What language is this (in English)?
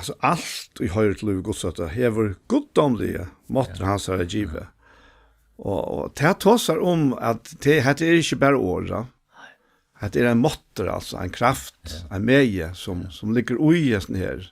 Faroese